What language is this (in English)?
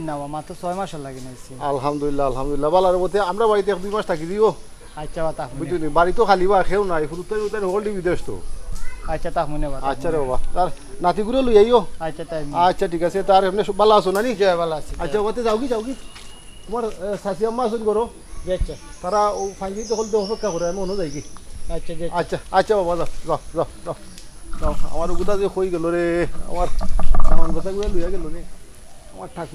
Sylheti